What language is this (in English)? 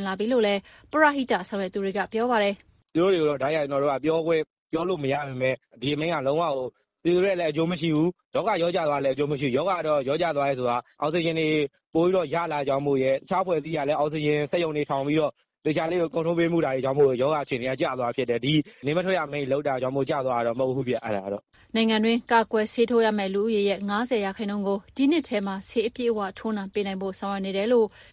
Burmese